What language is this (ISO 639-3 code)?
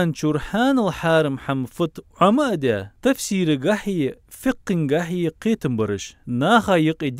inh